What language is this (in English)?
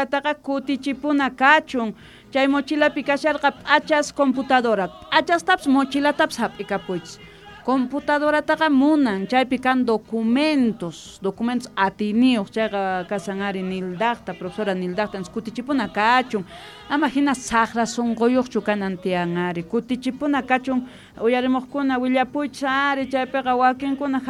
South Bolivian Quechua